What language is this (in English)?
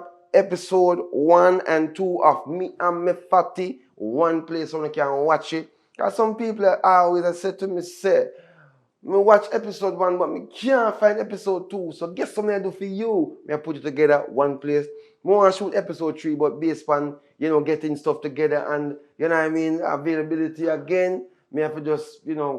Jamaican Creole English